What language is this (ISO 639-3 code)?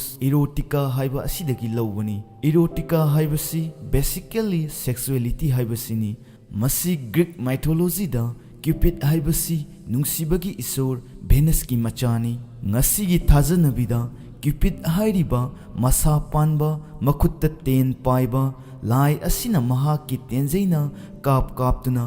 mni